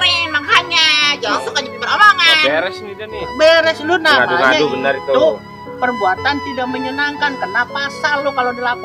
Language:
Betawi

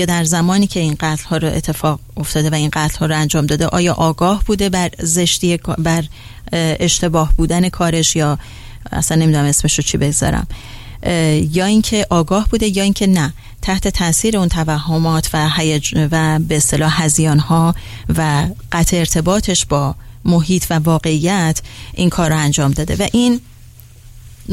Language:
Persian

